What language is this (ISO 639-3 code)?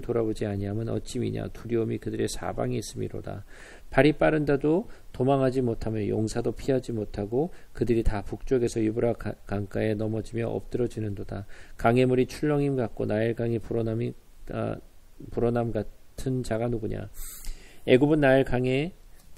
kor